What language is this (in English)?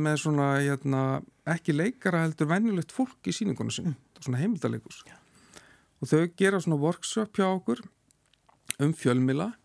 Icelandic